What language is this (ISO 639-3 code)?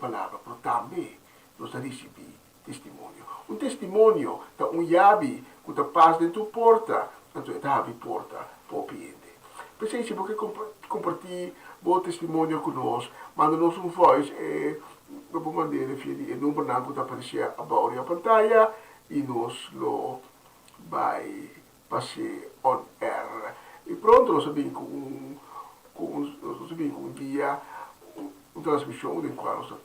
pap